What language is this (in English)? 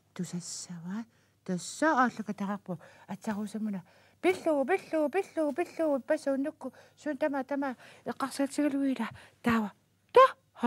Kalaallisut